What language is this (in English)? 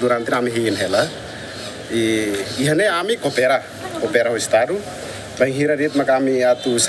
Tetum